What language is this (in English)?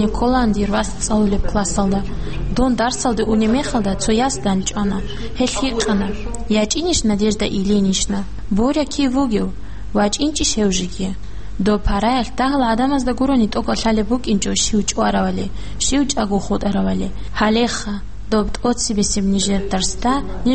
Avaric